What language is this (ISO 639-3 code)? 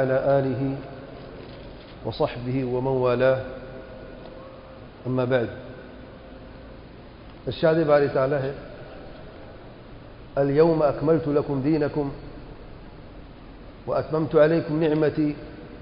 urd